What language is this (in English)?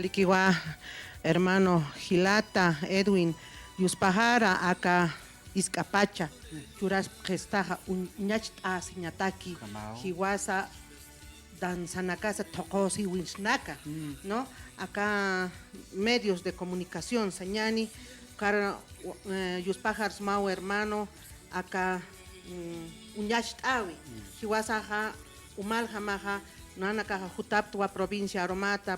Aymara